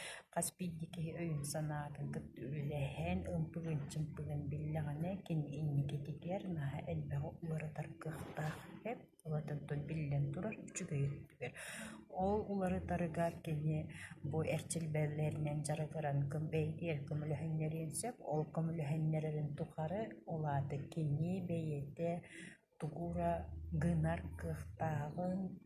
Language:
Yakut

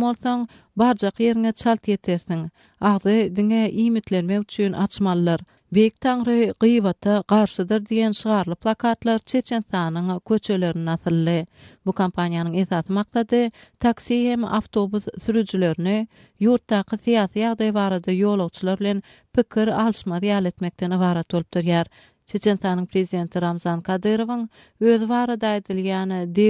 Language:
Turkmen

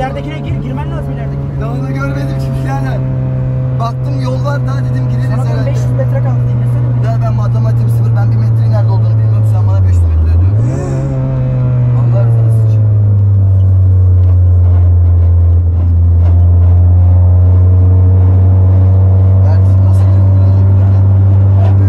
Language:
Turkish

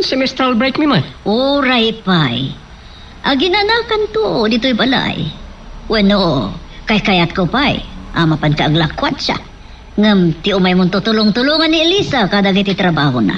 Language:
Iloko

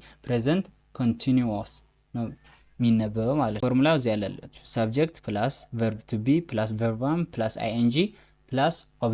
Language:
Amharic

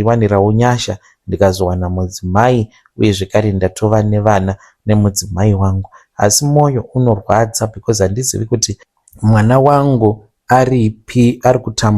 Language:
Shona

